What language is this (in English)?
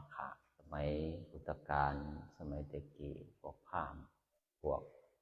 Northeastern Thai